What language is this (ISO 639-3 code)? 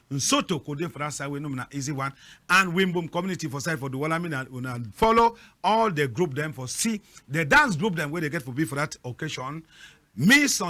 wes